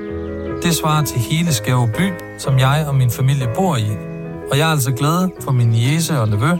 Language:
Danish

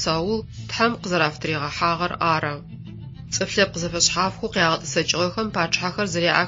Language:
Adyghe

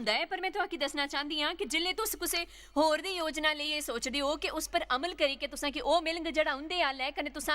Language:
Dogri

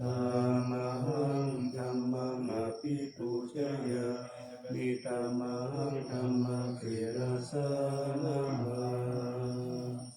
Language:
Pali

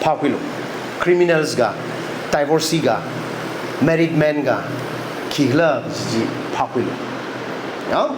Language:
Tangkhul Naga (India)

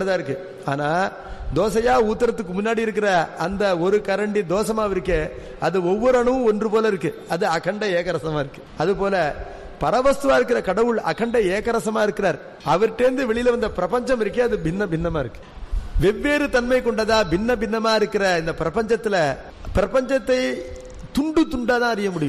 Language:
Tamil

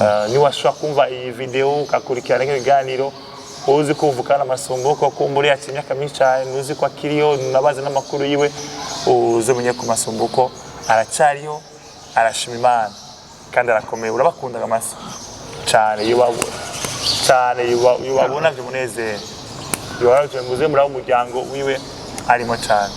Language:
Rundi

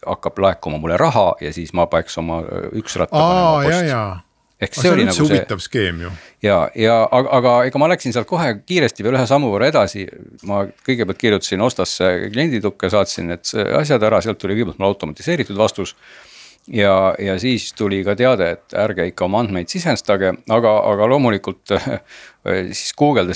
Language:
Estonian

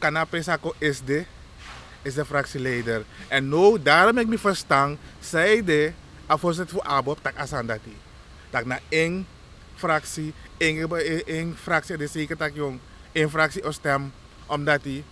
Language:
Sranan Tongo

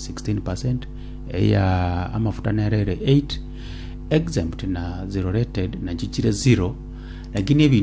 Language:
Gusii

